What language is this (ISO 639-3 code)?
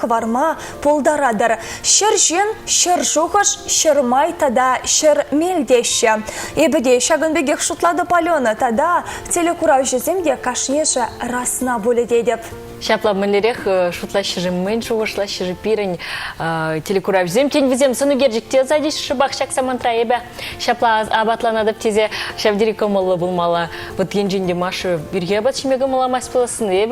chv